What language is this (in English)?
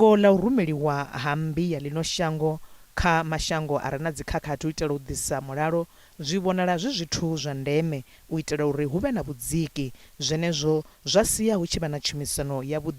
Venda